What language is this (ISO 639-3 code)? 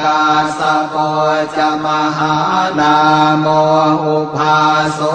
pli